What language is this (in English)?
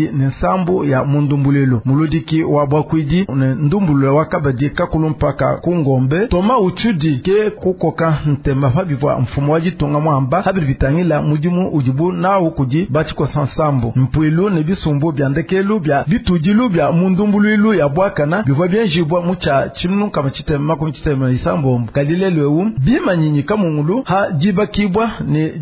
Luba-Lulua